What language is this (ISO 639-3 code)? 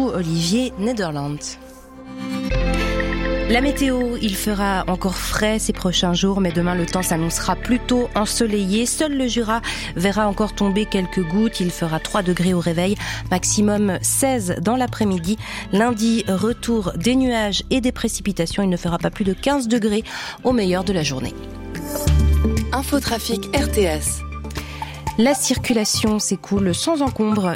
fra